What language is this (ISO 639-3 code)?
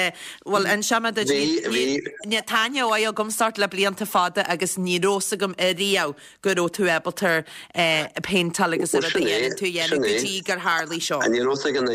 gle